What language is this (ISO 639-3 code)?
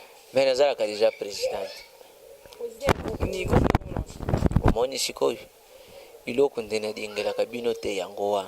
lin